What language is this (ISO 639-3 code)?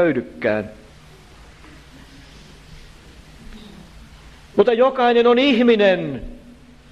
fin